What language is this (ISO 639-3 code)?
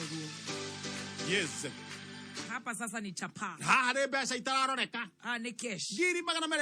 kik